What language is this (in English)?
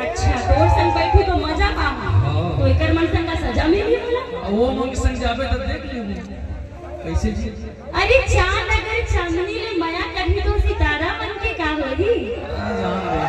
Chhattisgarhi